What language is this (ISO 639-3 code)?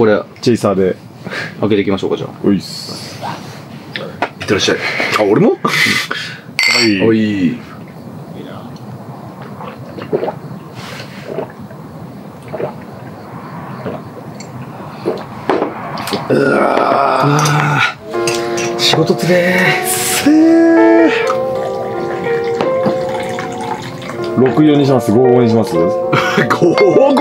jpn